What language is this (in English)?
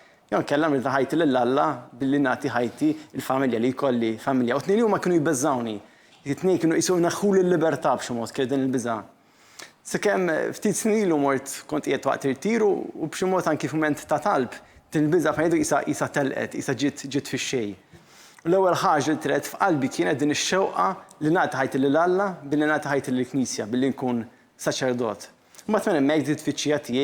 Maltese